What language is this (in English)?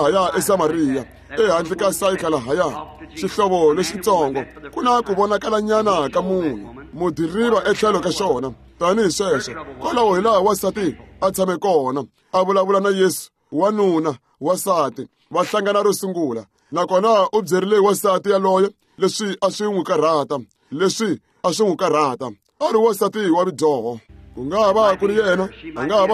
Tsonga